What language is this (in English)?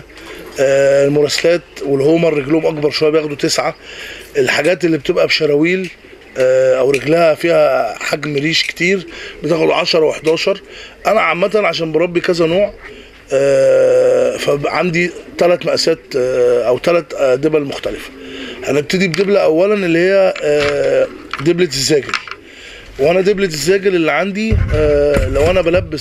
Egyptian Arabic